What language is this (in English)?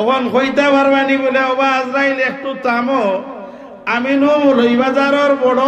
Sylheti